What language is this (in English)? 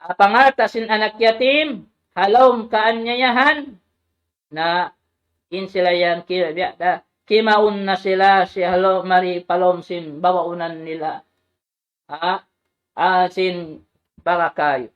Tausug